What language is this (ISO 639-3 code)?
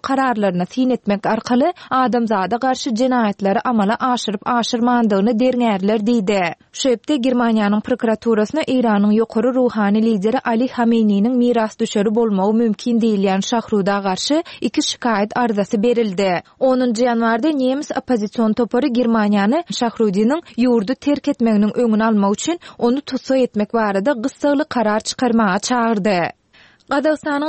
tuk